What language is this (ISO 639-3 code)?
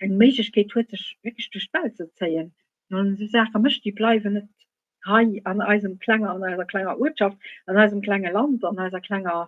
ltz